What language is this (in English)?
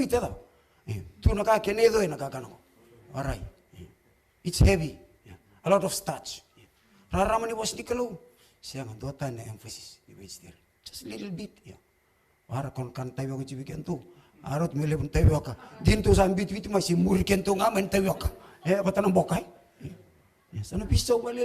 Fijian